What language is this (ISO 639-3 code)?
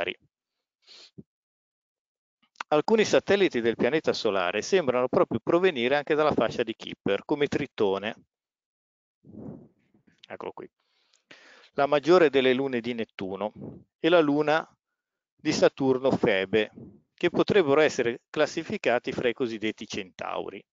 ita